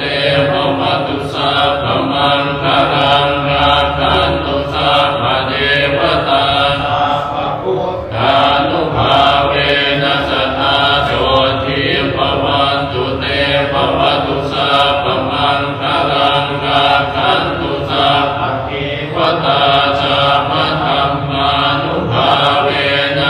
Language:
Pali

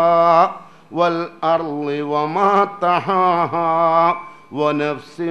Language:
Malayalam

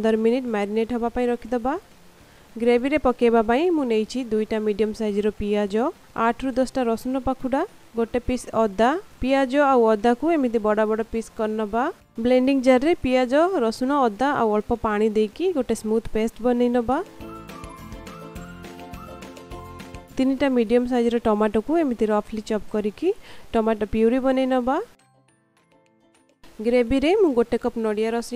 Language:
Odia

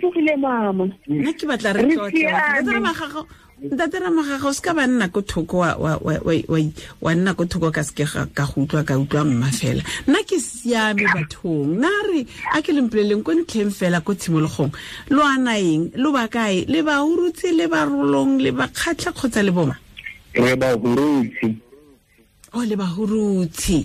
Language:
Tswana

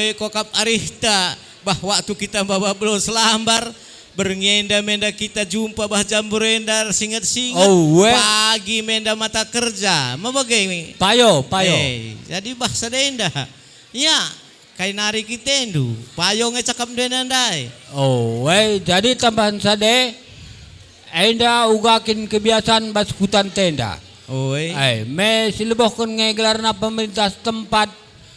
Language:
Batak Karo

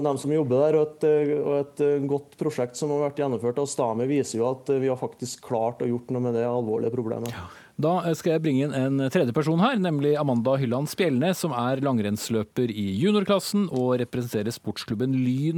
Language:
Norwegian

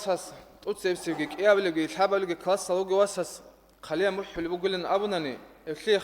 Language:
Avaric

